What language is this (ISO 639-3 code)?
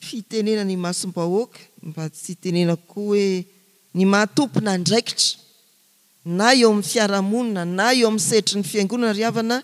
mlg